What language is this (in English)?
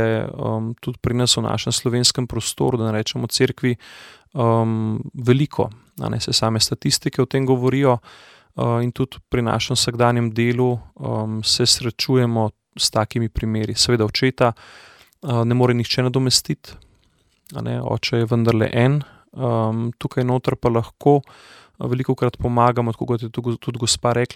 Slovenian